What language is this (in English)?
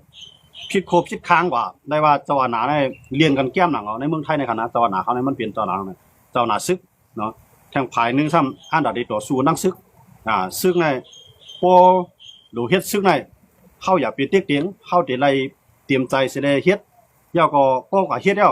Shan